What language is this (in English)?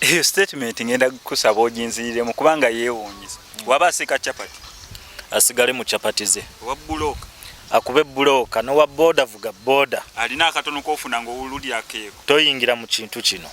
Ganda